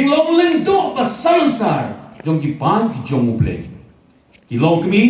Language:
Khasi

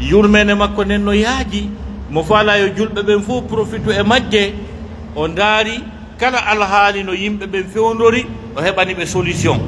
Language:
Pular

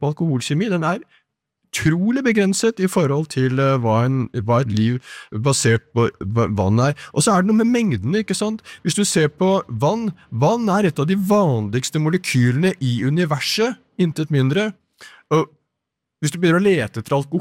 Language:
Norwegian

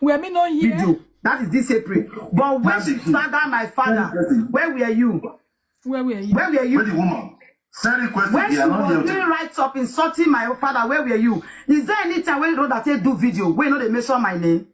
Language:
Nigerian Pidgin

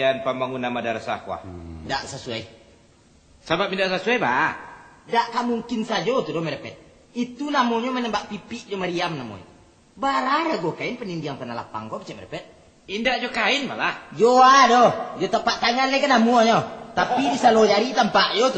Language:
Minangkabau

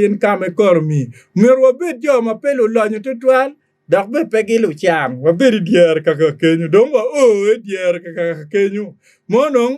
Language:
Acoli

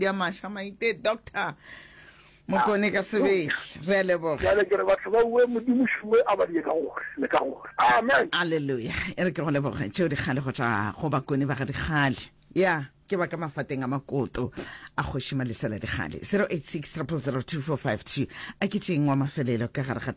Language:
Northern Sotho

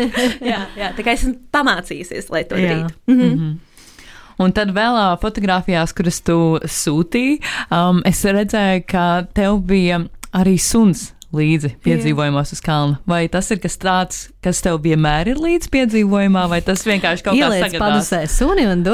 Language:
Latvian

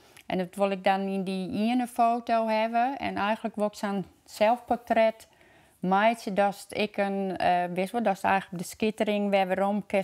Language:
Western Frisian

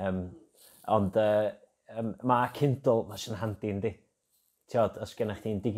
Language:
Welsh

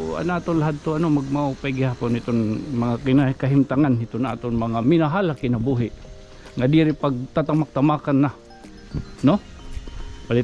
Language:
Waray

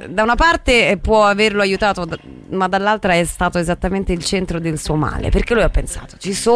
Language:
Italian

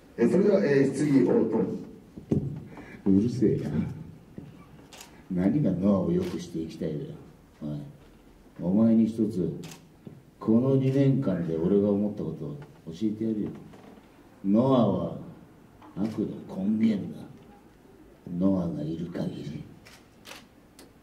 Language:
Japanese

